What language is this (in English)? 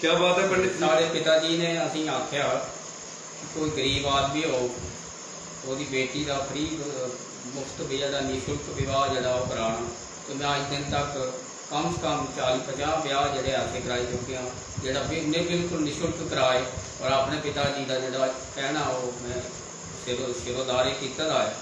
Dogri